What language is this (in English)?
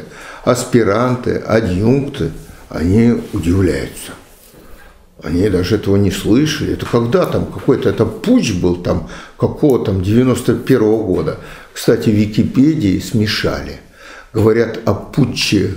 Russian